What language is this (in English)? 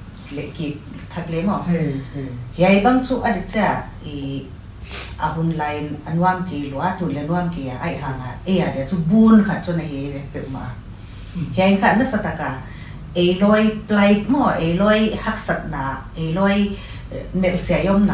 Paite Chin